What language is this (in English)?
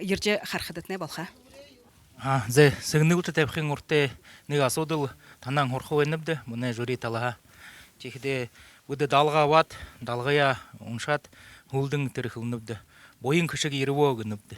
Buriat